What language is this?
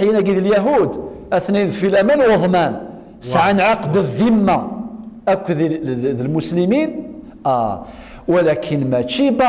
Kabyle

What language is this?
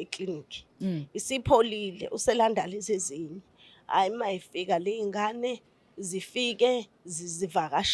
Zulu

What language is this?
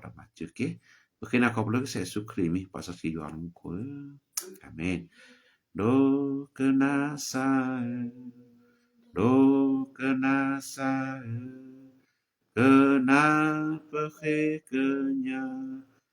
S'gaw Karen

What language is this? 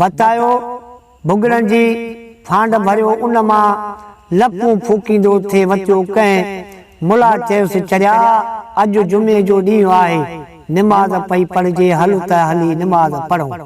Sindhi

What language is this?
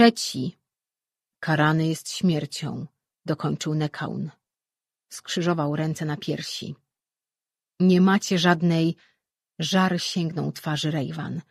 Polish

